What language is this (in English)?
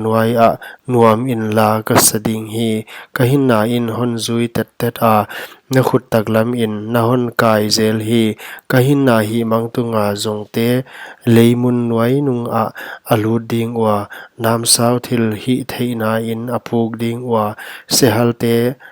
Paite Chin